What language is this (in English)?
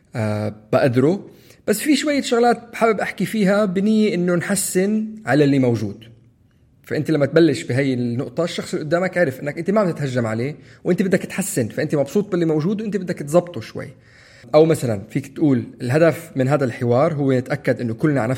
North Levantine Arabic